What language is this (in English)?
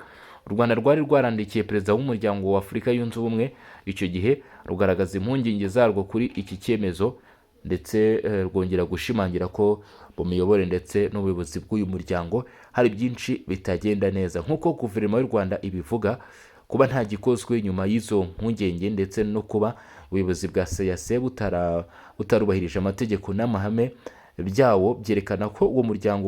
Kinyarwanda